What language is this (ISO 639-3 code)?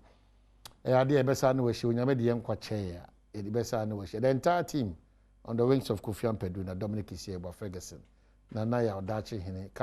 aka